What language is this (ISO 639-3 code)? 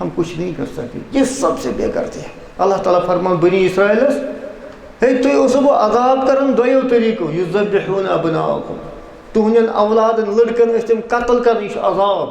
kas